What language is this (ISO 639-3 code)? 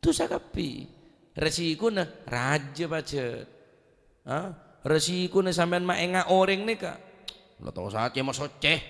mad